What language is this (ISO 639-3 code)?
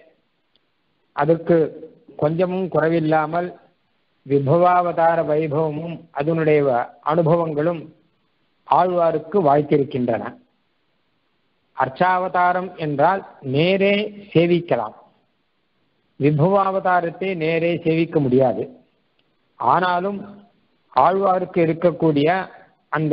tam